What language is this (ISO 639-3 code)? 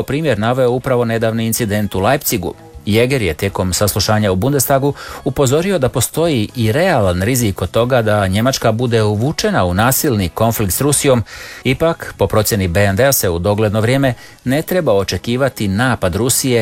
hrv